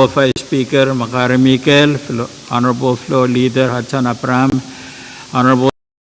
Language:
Pohnpeian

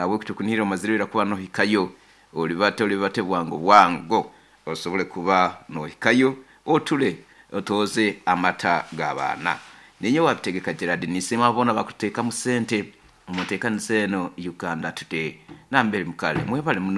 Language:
Nyoro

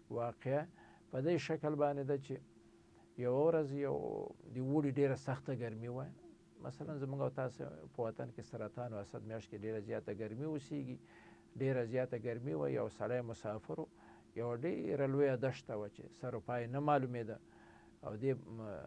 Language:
Pashto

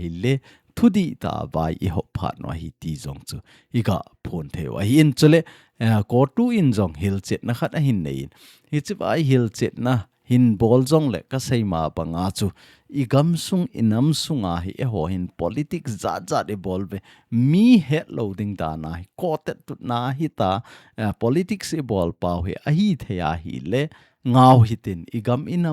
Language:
Thado Chin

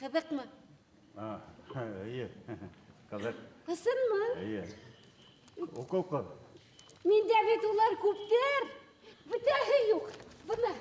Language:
Bashkir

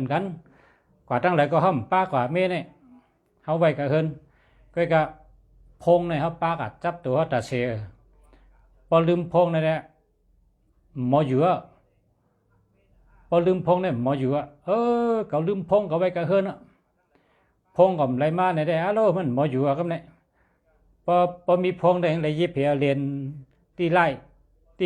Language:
Shan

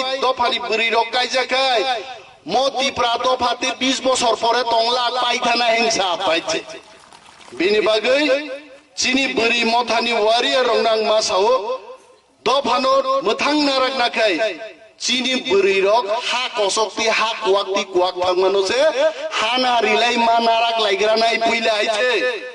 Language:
Kok Borok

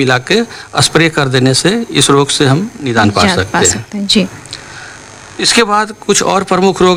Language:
Hindi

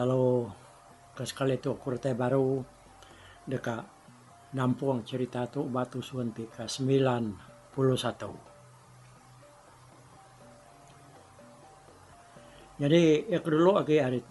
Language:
Iban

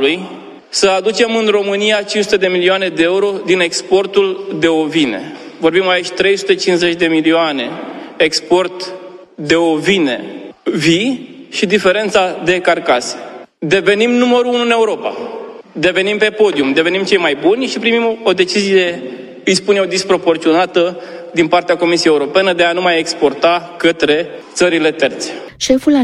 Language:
Romanian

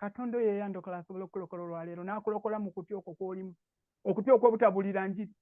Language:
Ganda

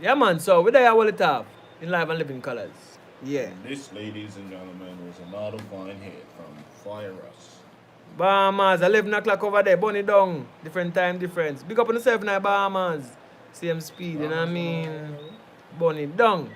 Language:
Jamaican Creole English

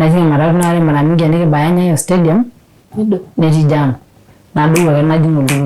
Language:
Masai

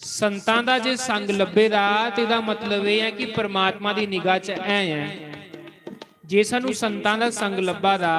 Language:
Dogri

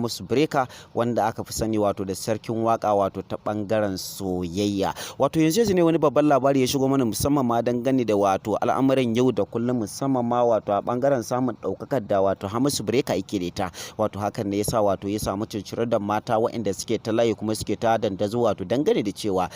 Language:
Hausa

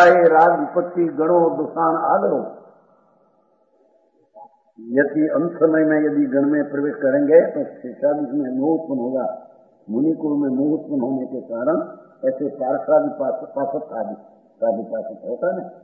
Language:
Gujarati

